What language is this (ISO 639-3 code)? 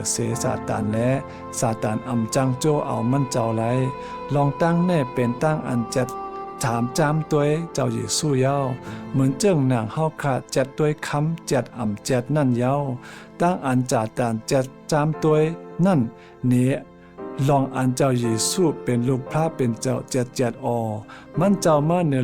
shn